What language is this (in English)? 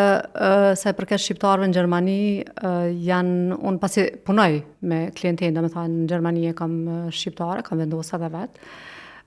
Albanian